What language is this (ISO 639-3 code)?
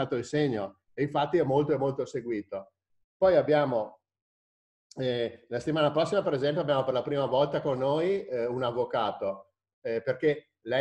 ita